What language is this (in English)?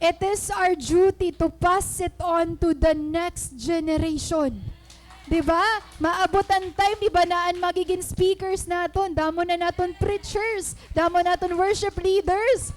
Waray